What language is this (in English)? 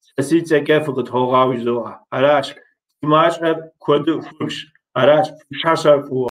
Kabardian